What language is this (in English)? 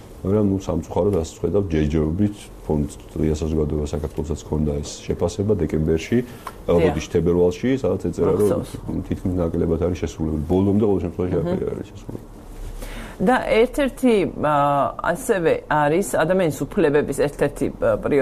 Georgian